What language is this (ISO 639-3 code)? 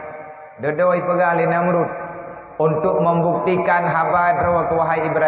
ace